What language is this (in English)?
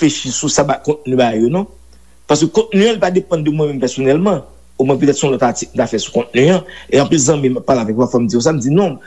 Haitian Creole